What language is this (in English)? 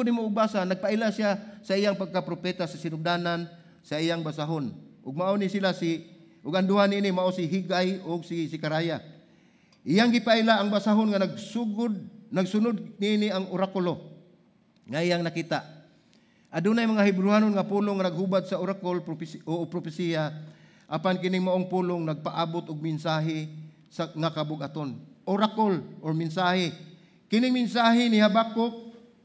Cebuano